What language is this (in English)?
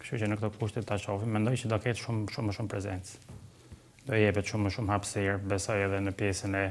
Albanian